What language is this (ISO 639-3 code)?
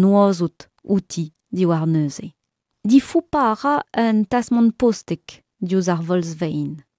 bre